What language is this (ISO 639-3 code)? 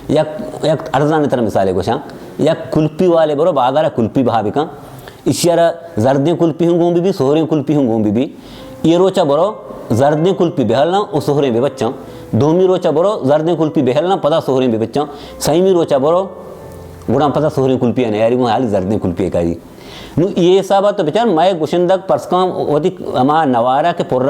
bal